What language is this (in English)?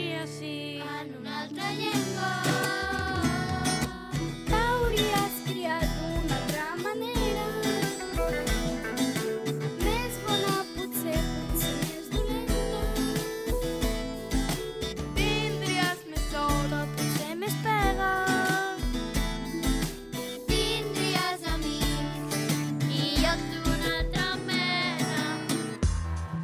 Catalan